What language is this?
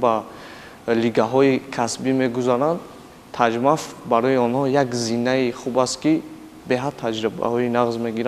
Tajik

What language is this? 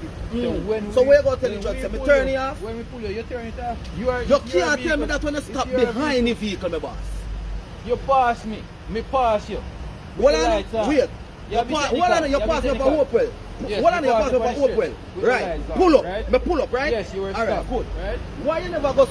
Jamaican Creole English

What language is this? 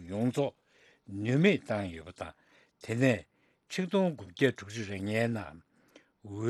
Tibetan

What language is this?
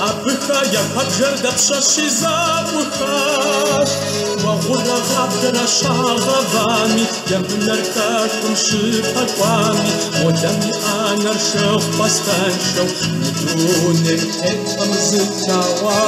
Kabardian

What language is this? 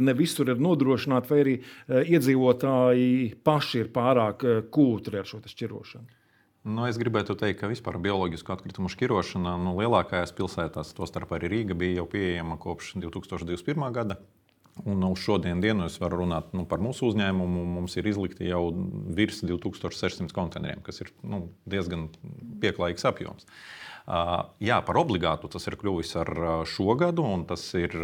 Latvian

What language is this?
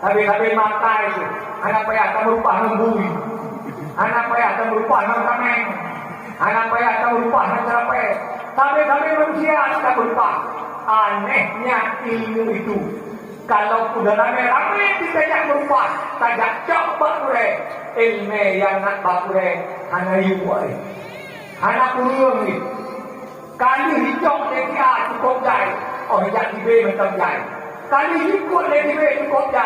Achinese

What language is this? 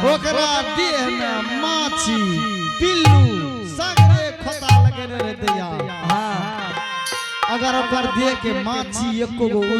Angika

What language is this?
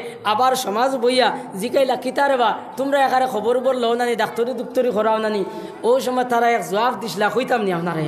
Sylheti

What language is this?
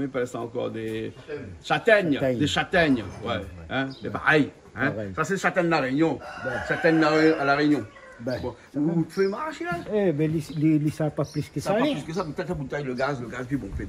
Réunion Creole French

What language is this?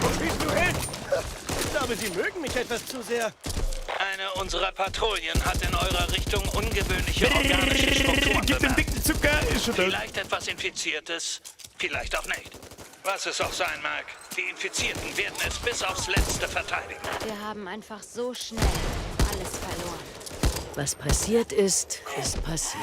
Bavarian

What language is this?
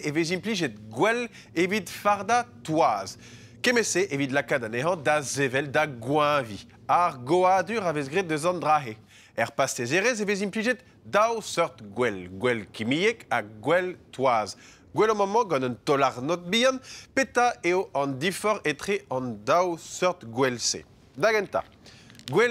Breton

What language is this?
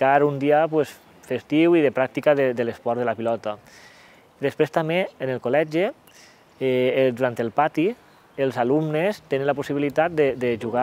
Catalan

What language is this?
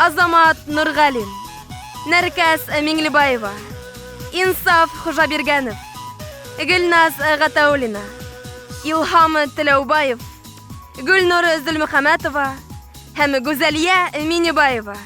Bashkir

